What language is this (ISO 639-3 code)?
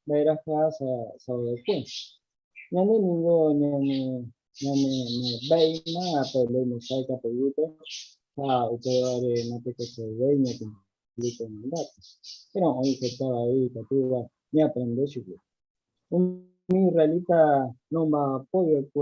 grn